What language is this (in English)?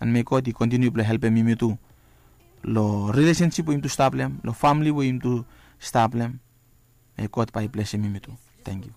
Bislama